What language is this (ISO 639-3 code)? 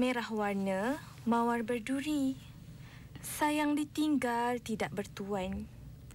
msa